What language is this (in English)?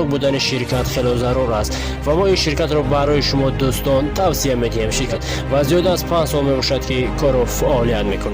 Tajik